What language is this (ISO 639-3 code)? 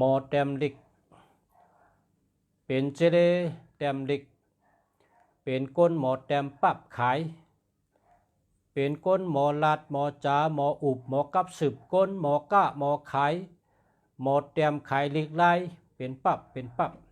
shn